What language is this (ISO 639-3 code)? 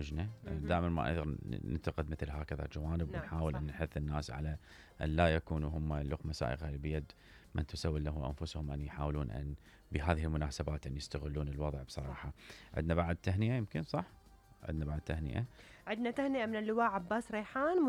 acm